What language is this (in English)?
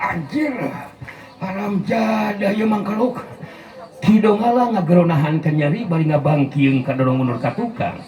Sundanese